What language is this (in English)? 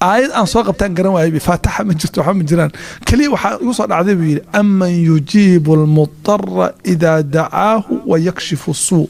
Somali